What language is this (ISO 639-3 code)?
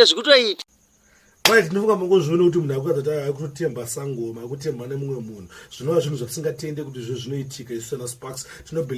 sna